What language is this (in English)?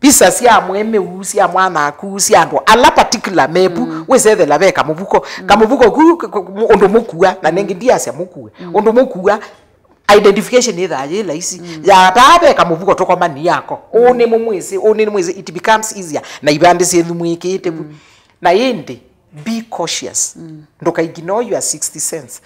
Kamba